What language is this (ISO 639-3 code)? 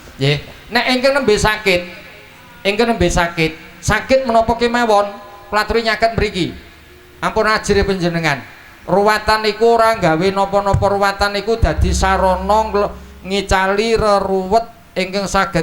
jav